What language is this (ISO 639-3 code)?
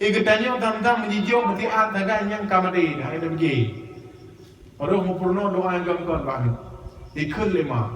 ace